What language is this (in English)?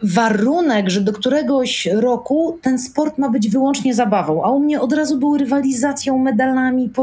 Polish